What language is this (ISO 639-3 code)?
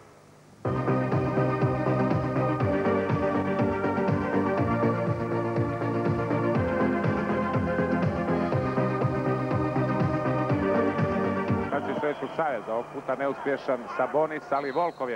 hrv